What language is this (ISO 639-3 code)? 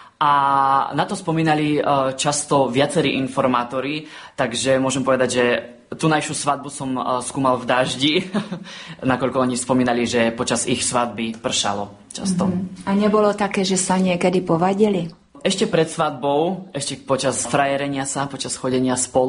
slk